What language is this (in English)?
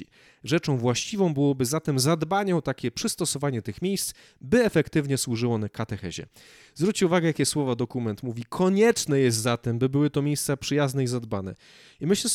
Polish